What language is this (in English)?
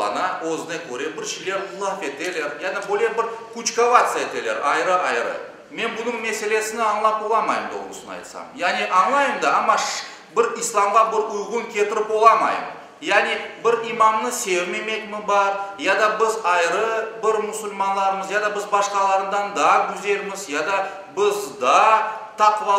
Crimean Tatar